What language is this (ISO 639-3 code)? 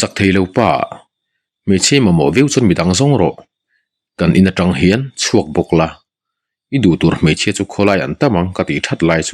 lus